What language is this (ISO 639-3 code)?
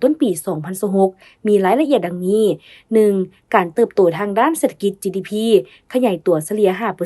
lao